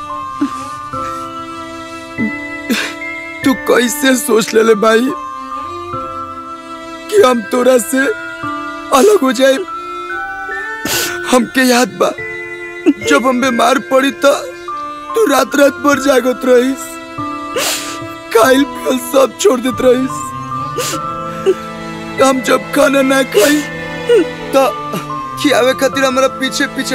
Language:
Bhojpuri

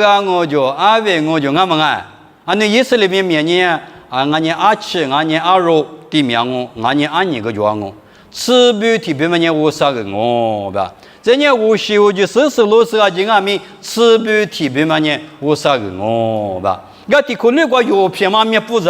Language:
Lisu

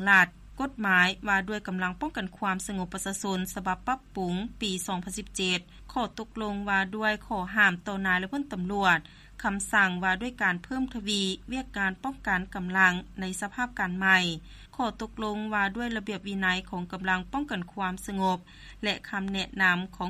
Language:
Lao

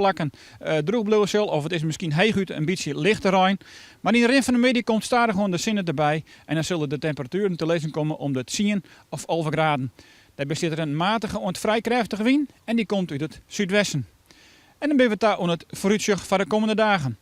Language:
Western Frisian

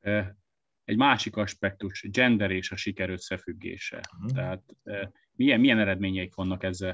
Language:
Hungarian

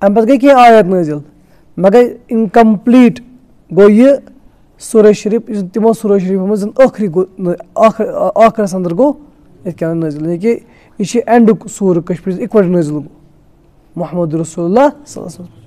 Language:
Kashmiri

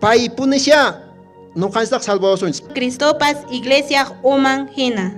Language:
Quechua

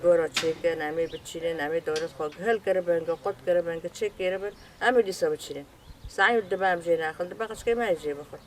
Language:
Kurdish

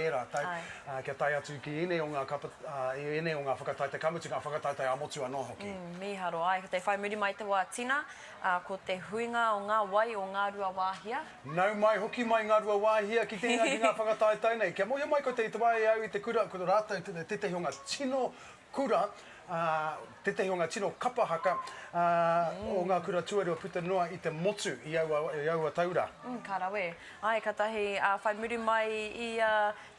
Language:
Māori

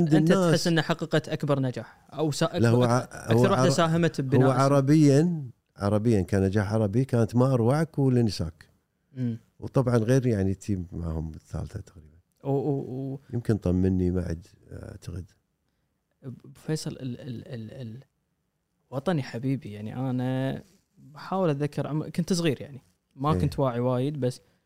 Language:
Gulf Arabic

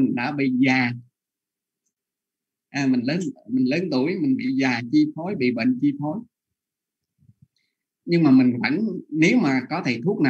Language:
Vietnamese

